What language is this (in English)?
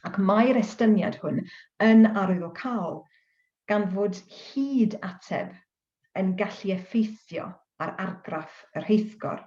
Welsh